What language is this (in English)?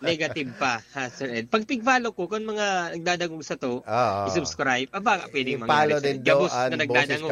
Bikol